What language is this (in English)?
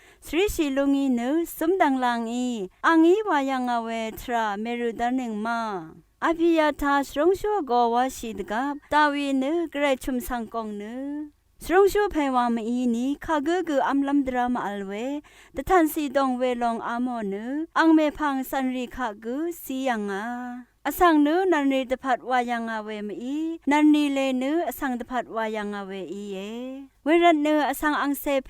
Rawang